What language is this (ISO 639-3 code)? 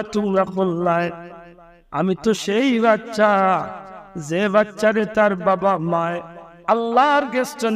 syl